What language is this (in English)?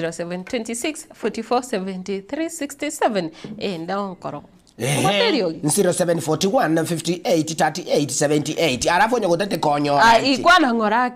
Gusii